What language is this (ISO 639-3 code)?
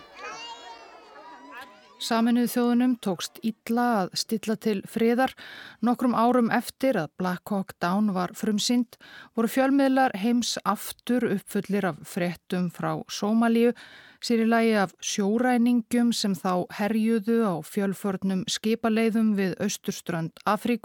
isl